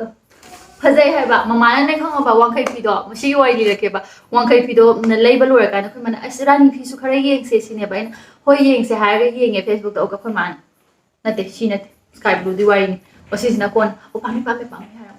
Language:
Manipuri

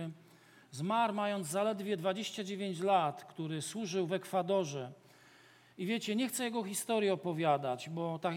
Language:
Polish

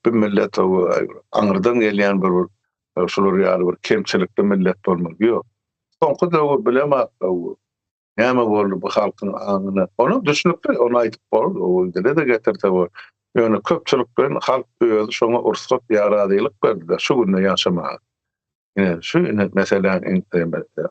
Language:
Turkmen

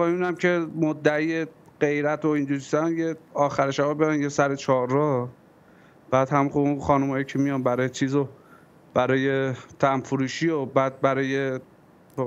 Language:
Persian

